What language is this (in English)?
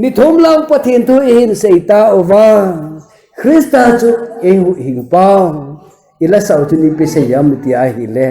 Thado Chin